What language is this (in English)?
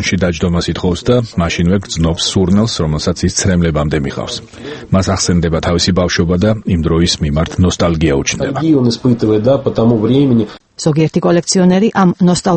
Georgian